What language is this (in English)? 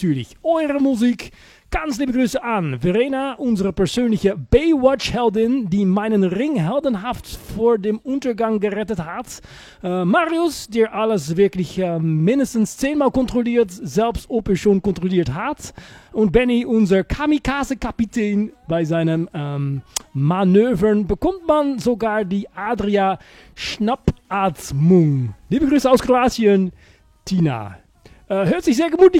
German